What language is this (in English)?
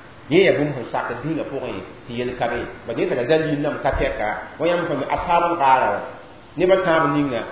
Mossi